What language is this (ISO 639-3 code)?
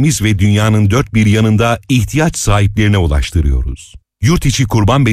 tur